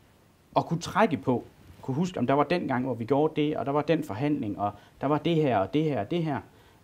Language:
Danish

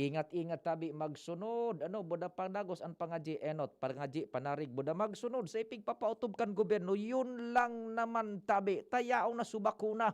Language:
Bikol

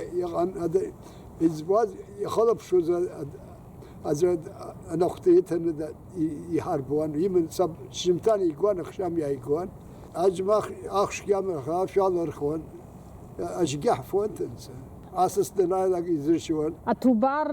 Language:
Abkhazian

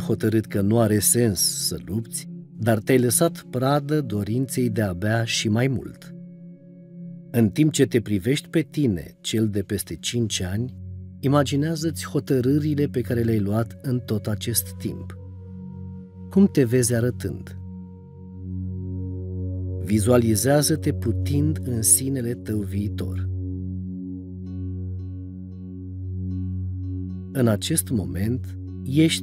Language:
Romanian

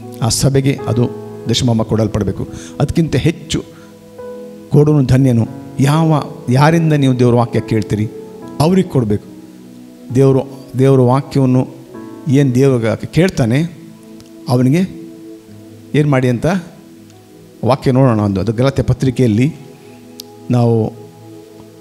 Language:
Kannada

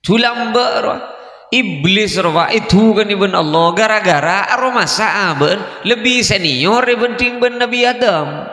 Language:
Madurese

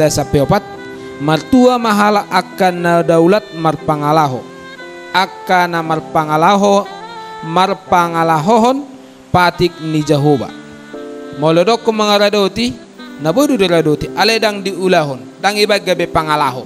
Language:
Batak Toba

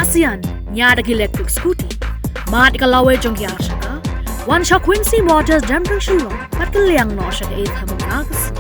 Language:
Khasi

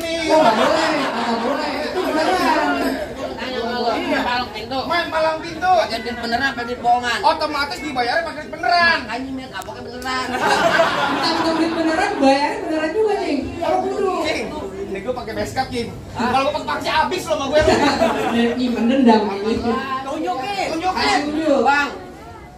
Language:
Betawi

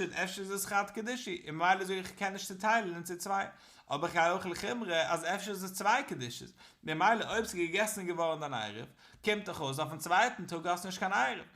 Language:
Yiddish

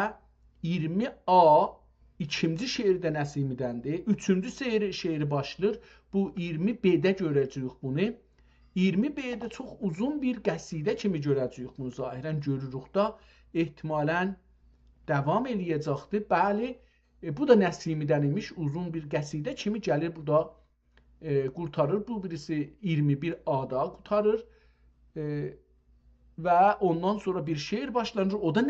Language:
South Azerbaijani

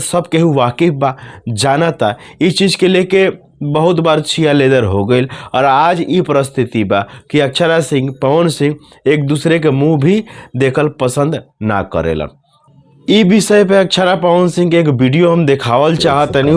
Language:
Bhojpuri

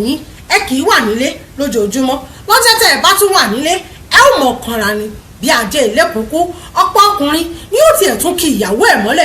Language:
Yoruba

